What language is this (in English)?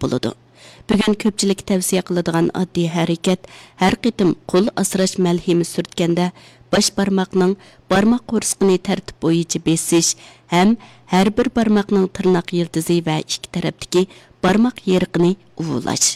Uyghur